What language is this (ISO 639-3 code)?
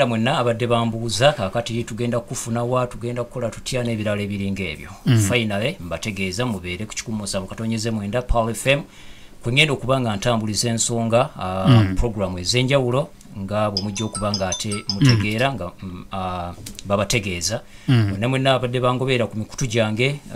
lug